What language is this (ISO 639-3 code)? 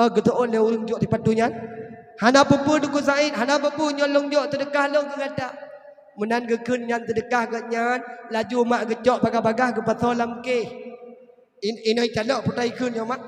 ace